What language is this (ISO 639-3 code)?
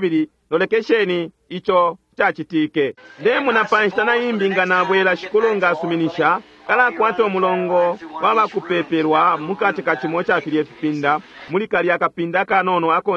bem